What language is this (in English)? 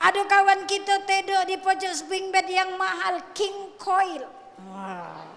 Musi